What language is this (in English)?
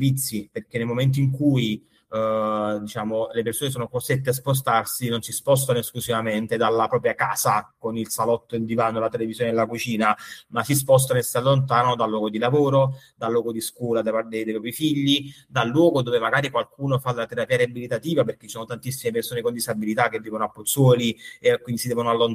Italian